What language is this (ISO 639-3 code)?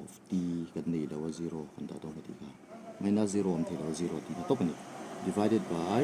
lus